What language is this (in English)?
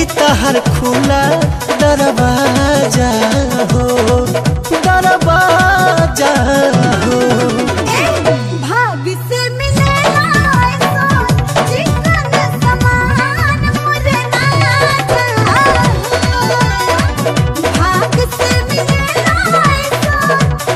Bhojpuri